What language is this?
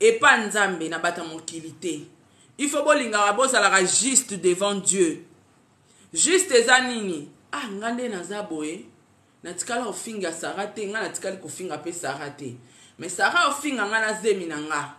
Lingala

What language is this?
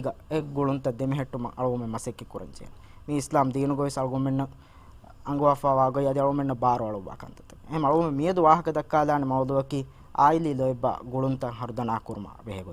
Divehi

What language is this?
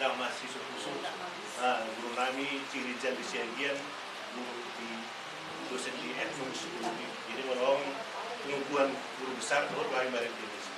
Batak Toba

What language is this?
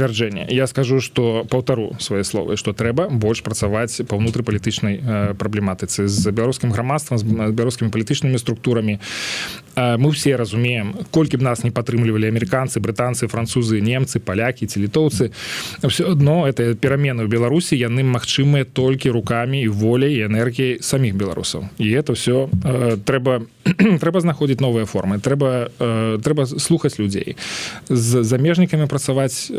Belarusian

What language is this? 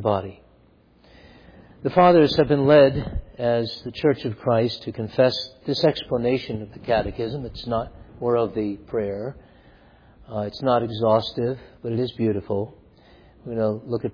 English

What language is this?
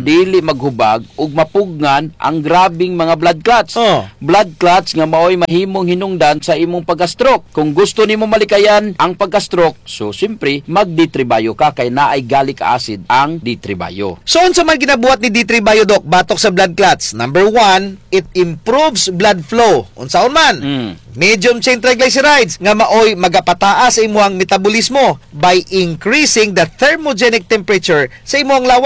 Cebuano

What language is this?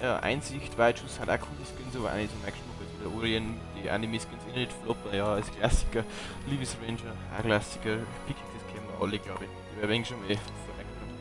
Bavarian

